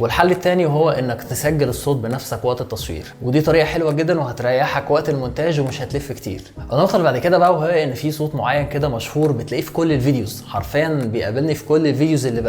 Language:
Egyptian Arabic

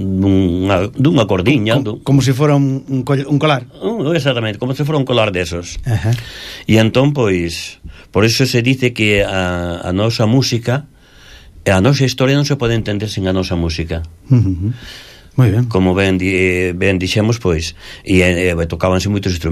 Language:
Galician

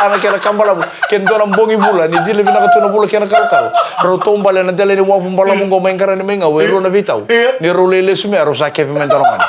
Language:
Fijian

